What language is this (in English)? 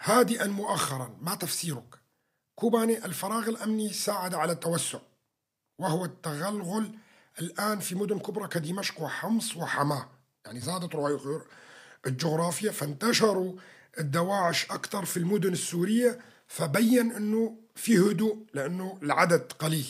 North Levantine Arabic